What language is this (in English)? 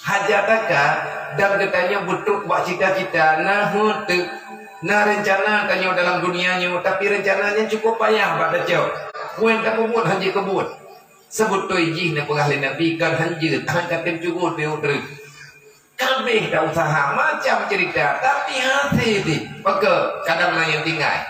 Achinese